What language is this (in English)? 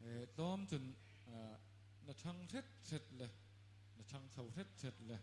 Hakha Chin